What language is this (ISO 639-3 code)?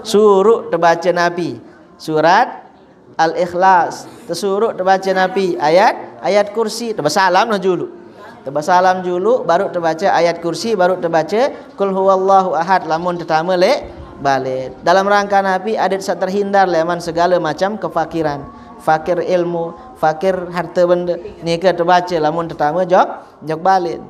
sas